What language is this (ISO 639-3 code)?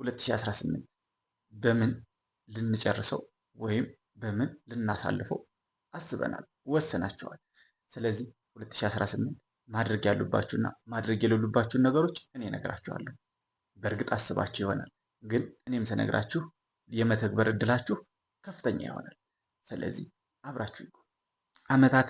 amh